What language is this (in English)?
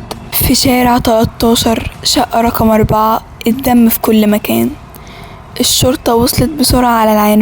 Egyptian Arabic